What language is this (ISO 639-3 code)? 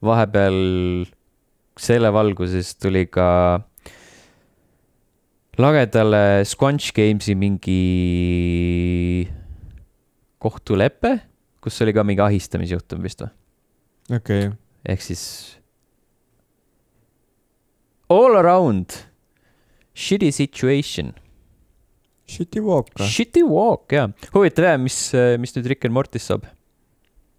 est